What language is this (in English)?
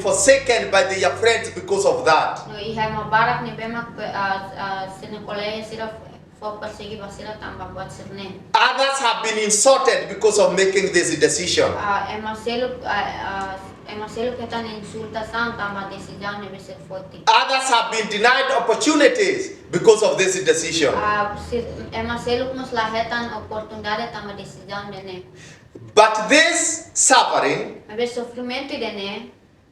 Tetum